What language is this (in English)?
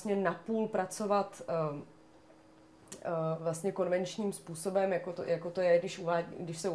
Czech